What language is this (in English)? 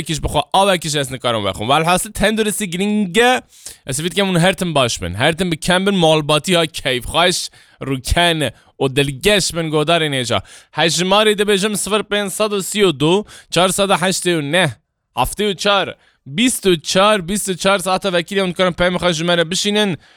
Kurdish